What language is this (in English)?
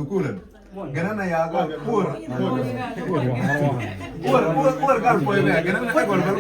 Mabaan